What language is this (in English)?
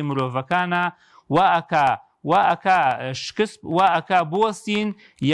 Central Kurdish